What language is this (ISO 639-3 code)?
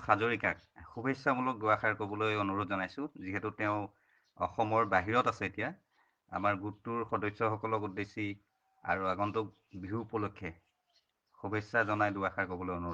asm